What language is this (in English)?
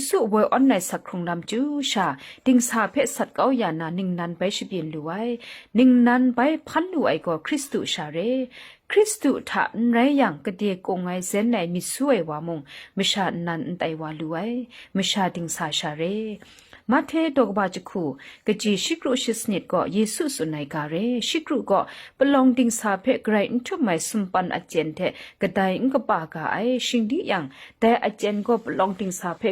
Kachin